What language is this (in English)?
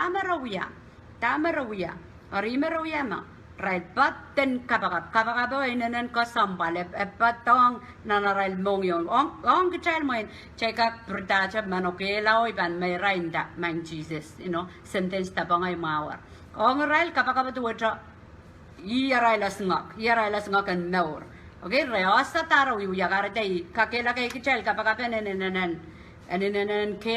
Pohnpeian